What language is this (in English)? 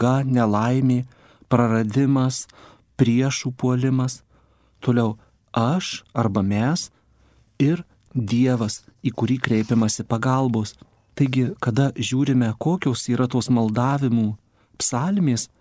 Lithuanian